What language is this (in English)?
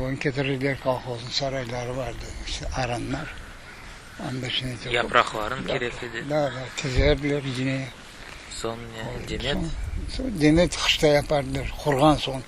Crimean Tatar